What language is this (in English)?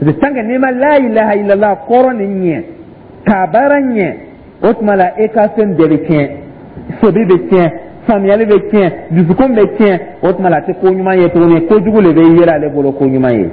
Dyula